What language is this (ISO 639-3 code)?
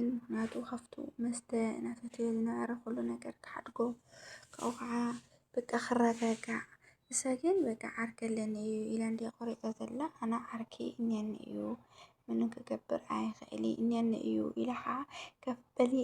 tir